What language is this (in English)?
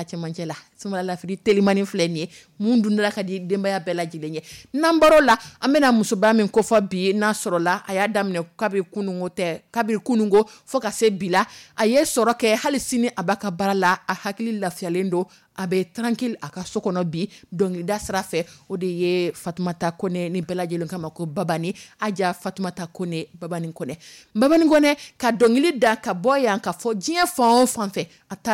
Dyula